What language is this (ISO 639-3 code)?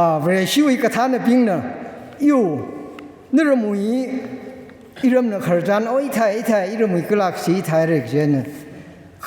nmf